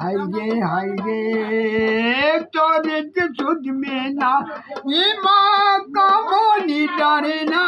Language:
Chhattisgarhi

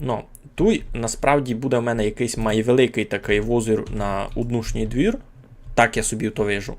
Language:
Rusyn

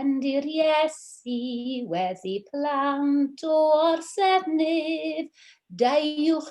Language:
Welsh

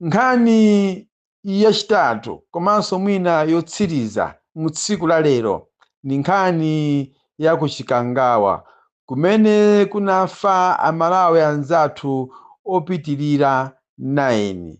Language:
Nyanja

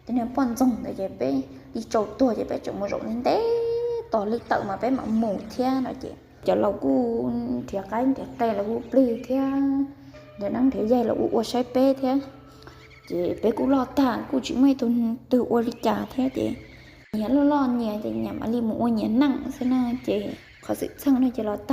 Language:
Hmong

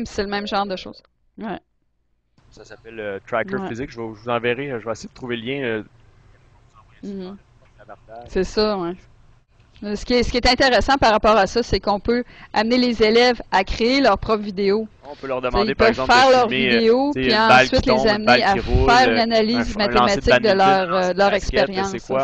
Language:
French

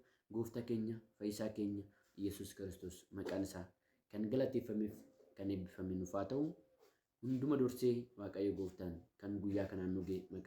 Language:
Oromo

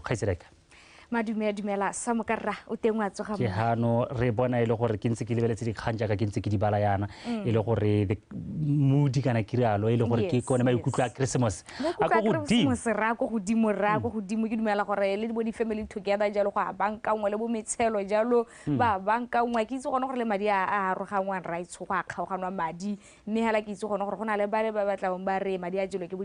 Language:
Tswana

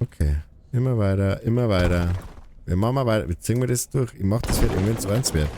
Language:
Bavarian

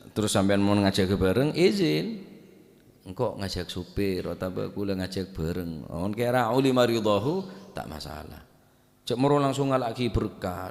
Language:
Madurese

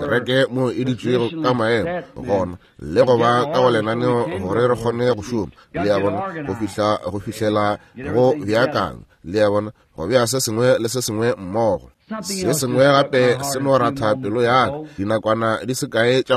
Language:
Northern Sotho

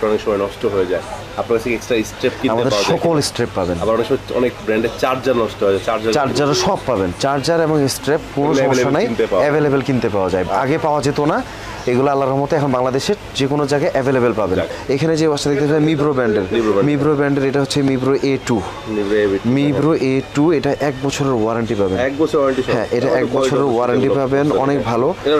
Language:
Bangla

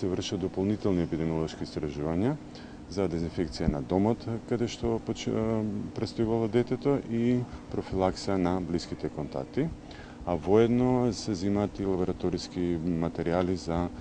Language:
Macedonian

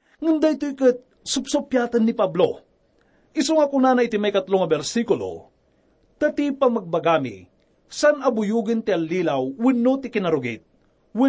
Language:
Iloko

